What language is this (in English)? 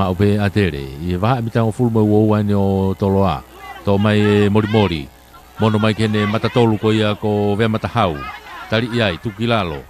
Tongan